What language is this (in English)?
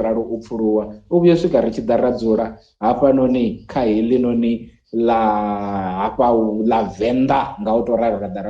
Venda